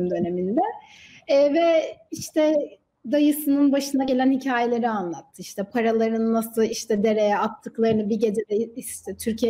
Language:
Turkish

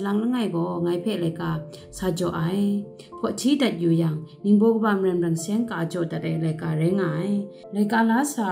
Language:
Kachin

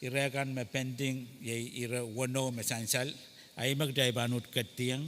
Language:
Pohnpeian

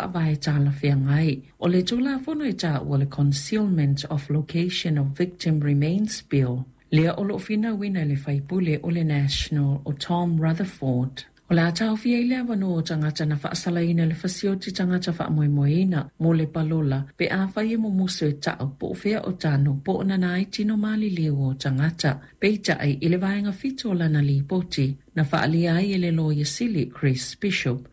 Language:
Samoan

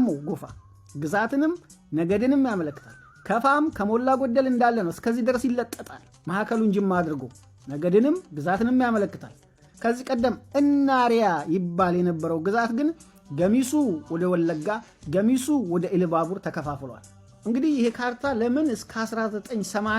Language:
Amharic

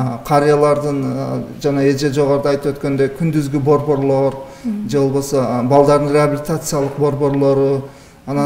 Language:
Kyrgyz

